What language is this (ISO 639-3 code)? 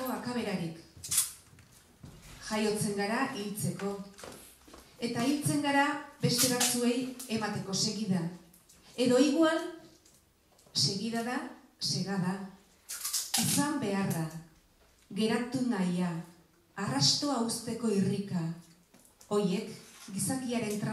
eus